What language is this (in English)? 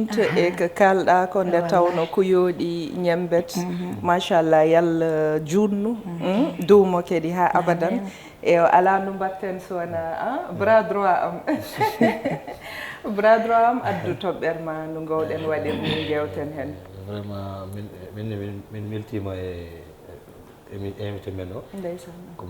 Fula